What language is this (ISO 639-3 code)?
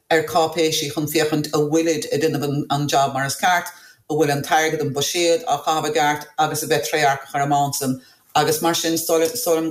gle